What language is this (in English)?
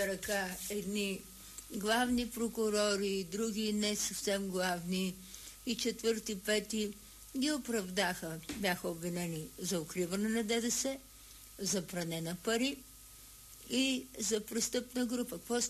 Bulgarian